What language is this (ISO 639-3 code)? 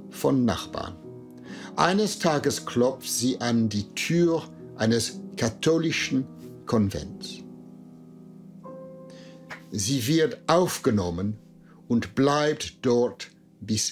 deu